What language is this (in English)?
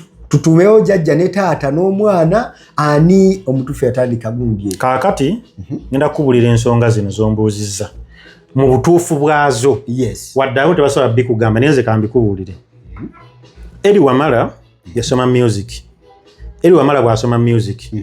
Ganda